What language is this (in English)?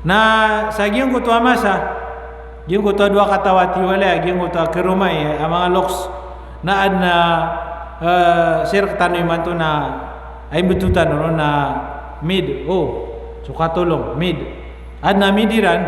Maranao